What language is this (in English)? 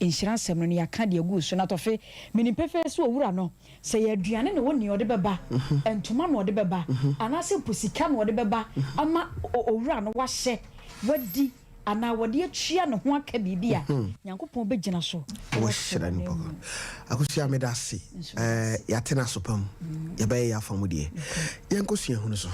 Akan